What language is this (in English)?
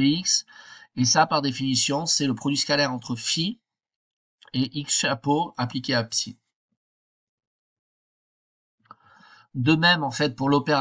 French